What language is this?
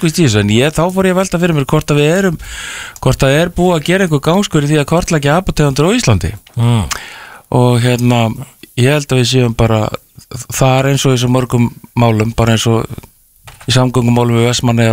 Icelandic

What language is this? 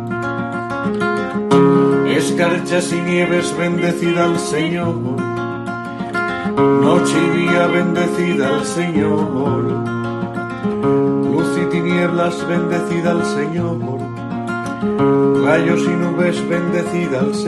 Spanish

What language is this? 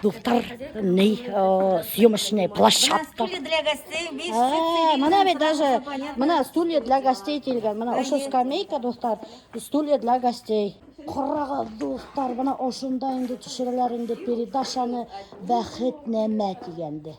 Bashkir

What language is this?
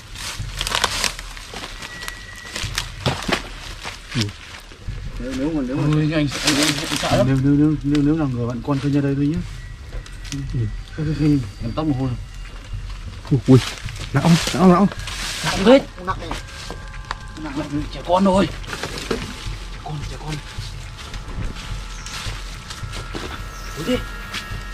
Vietnamese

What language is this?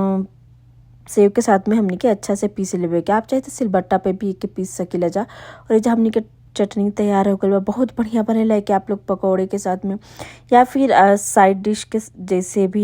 Bhojpuri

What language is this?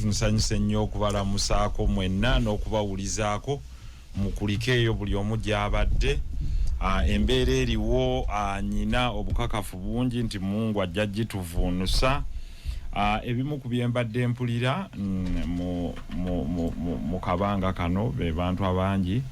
Ganda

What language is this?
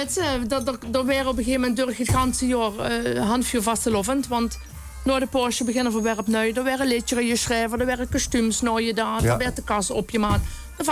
Limburgish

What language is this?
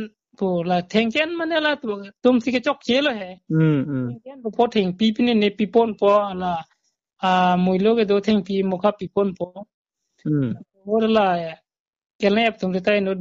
Karbi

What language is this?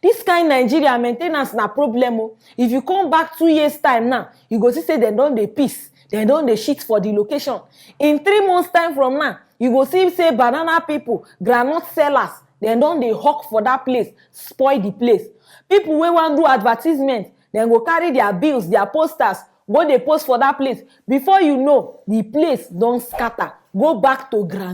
Nigerian Pidgin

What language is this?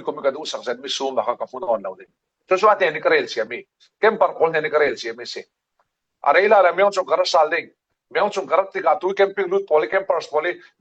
Falam Chin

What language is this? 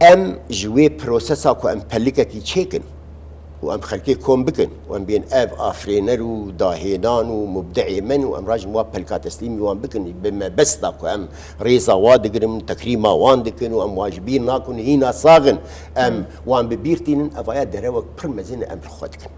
Kurdish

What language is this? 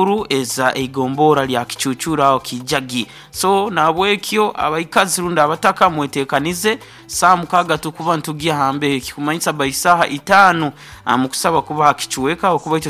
Nyoro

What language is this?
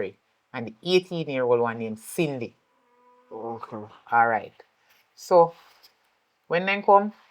Jamaican Creole English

